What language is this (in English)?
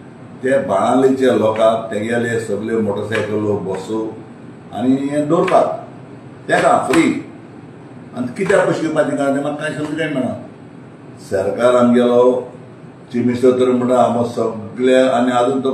Konkani